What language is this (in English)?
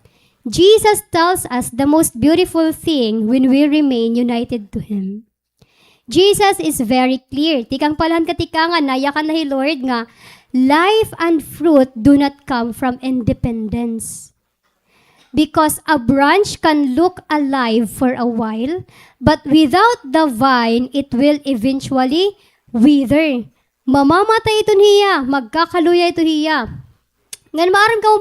Waray